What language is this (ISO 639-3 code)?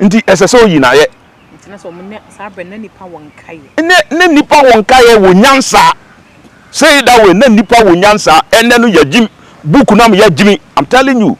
aka